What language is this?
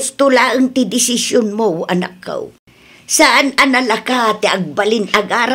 Iloko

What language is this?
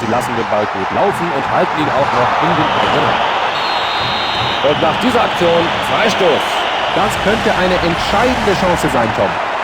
Bavarian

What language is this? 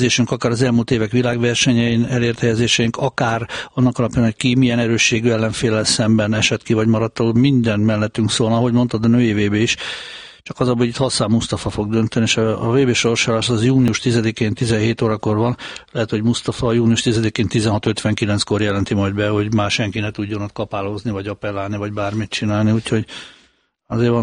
Hungarian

